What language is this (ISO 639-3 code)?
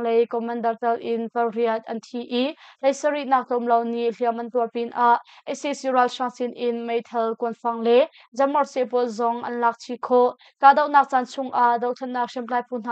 cnh